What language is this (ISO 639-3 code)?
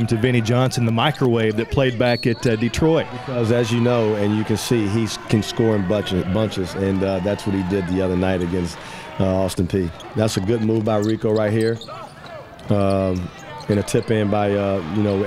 eng